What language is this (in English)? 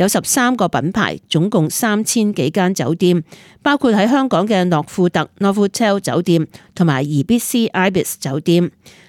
Cantonese